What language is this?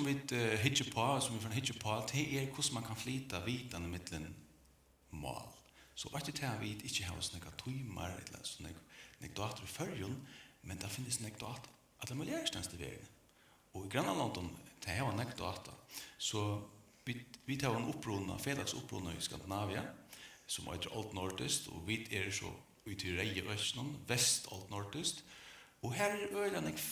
Faroese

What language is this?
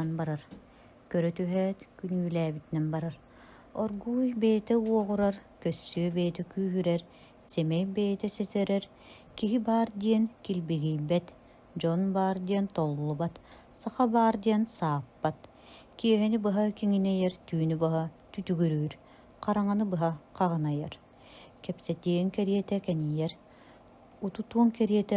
Yakut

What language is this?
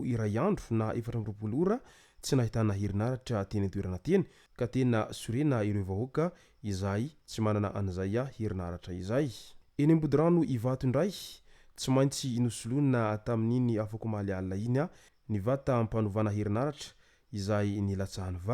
Malagasy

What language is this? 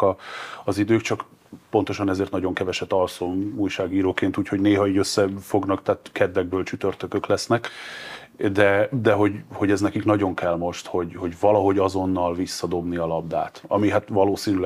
Hungarian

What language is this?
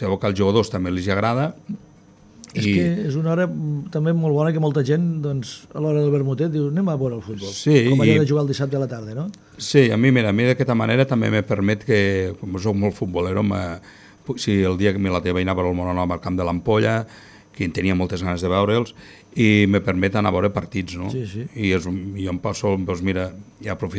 Catalan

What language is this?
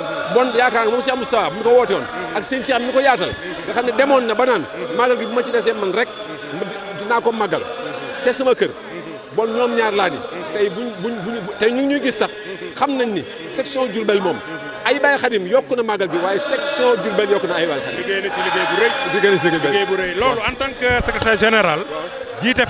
Wolof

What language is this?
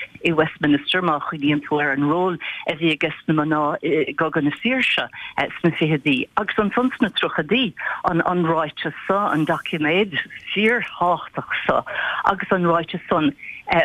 Irish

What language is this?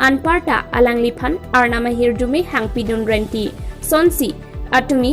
Karbi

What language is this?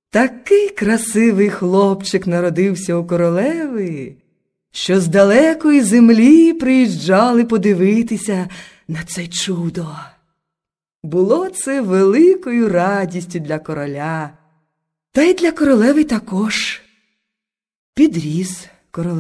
Ukrainian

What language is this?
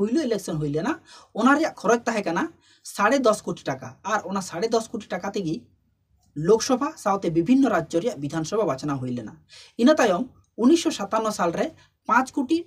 Santali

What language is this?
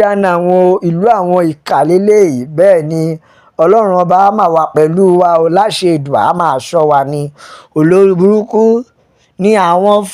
Yoruba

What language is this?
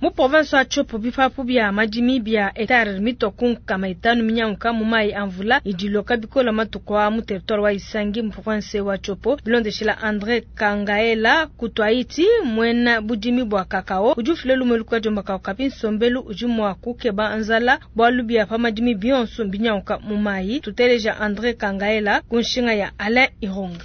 Luba-Lulua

